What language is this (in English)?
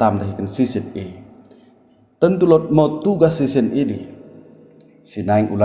Batak Dairi